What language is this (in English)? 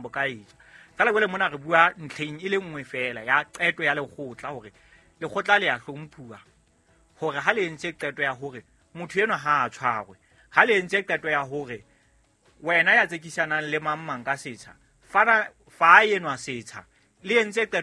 Southern Sotho